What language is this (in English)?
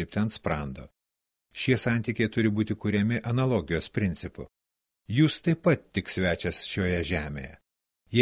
Lithuanian